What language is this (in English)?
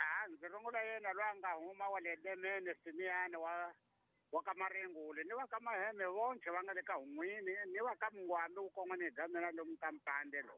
Tsonga